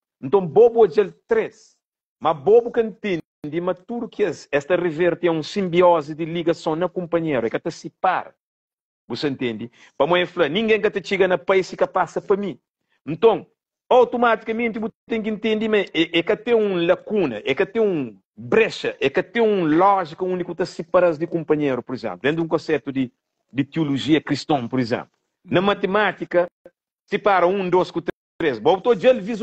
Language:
Kabuverdianu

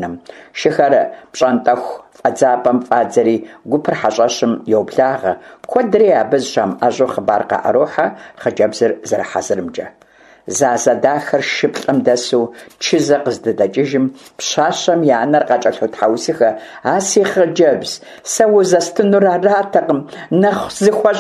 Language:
Kabardian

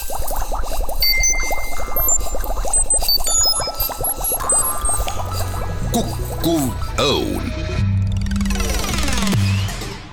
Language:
Estonian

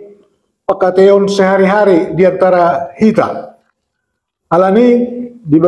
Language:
Batak Toba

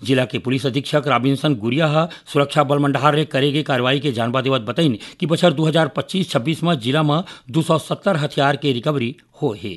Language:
Chhattisgarhi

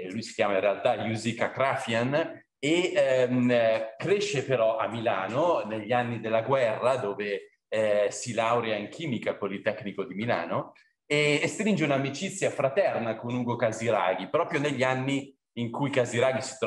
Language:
Italian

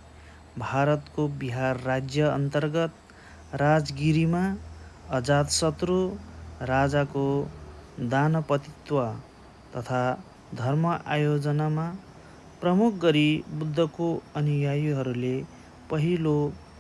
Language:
Nepali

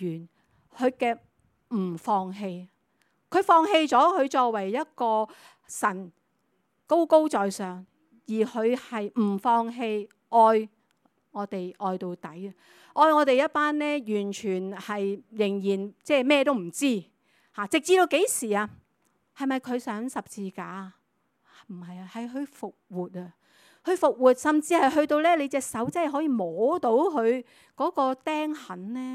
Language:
Cantonese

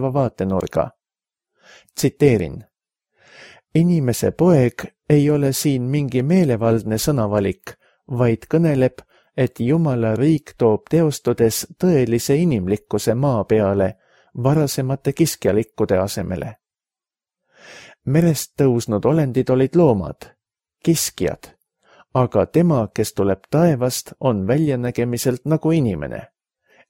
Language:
Estonian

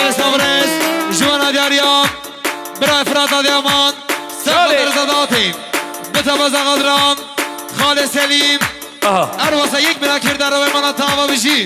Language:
Kurdish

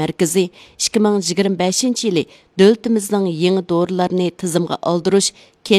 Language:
Uyghur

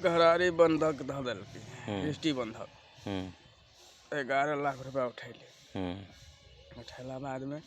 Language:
Magahi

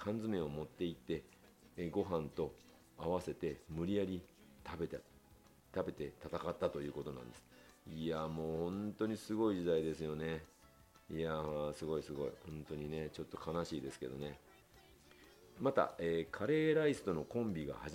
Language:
Japanese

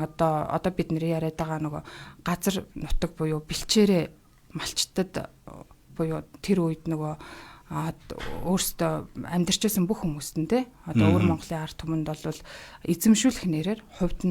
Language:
Mongolian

